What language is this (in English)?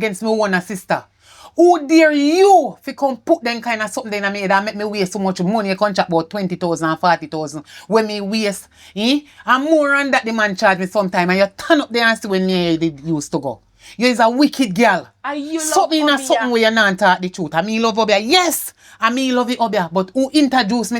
Jamaican Creole English